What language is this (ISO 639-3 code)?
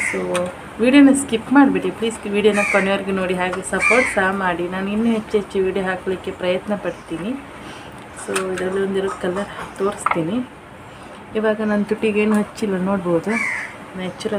kan